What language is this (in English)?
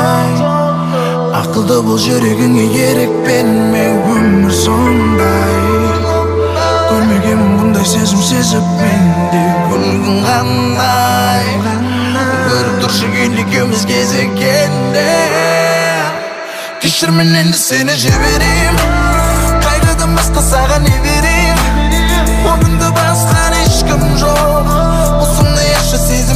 Kazakh